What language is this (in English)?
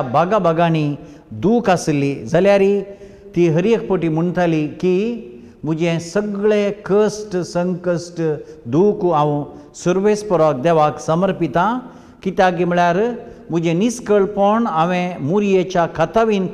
Konkani